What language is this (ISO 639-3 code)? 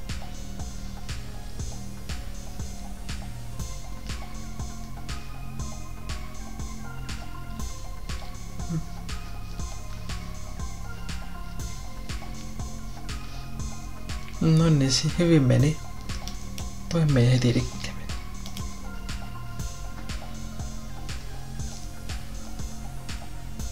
fin